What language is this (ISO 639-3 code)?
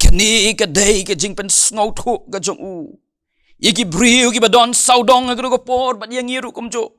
kha